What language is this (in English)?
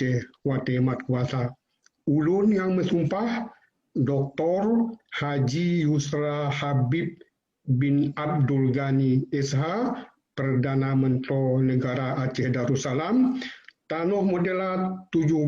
Achinese